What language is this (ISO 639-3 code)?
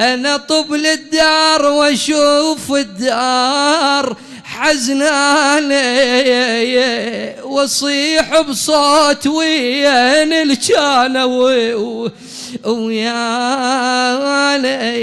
acm